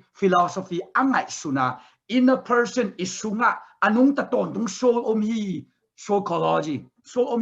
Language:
Tedim Chin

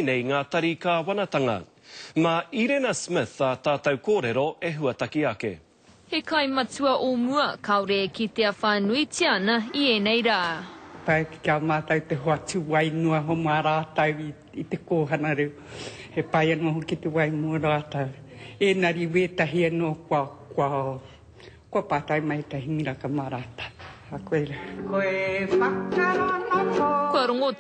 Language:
Māori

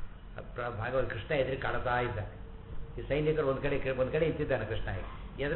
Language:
Kannada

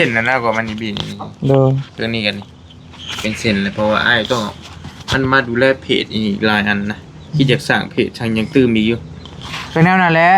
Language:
Northeastern Thai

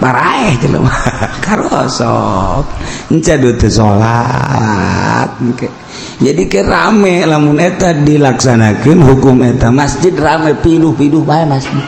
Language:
Sundanese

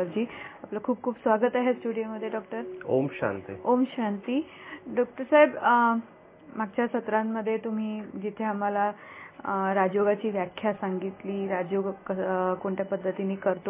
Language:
Marathi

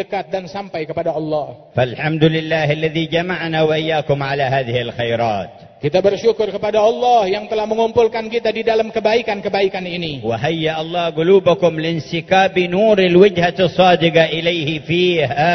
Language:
Indonesian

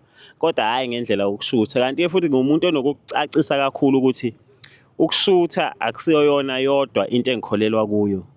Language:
Zulu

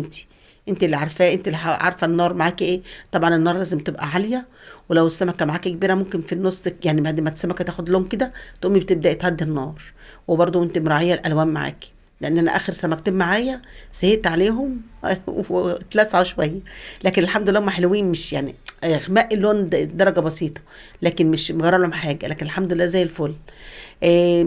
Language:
Egyptian Arabic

